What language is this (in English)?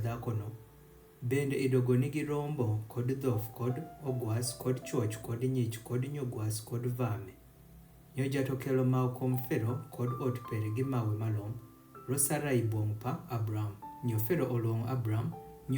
Adhola